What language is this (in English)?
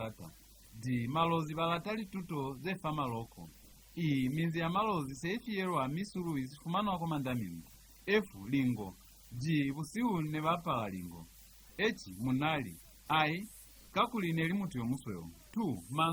Lozi